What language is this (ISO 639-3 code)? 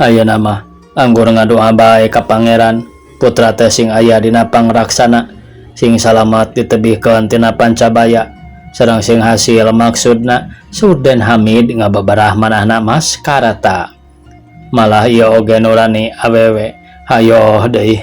sun